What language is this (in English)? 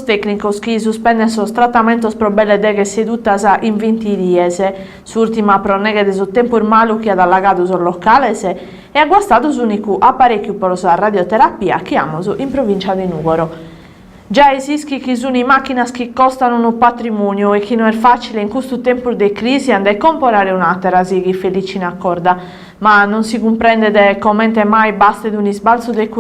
Sardinian